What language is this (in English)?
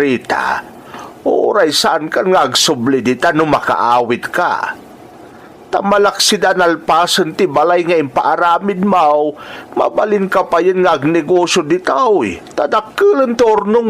Iloko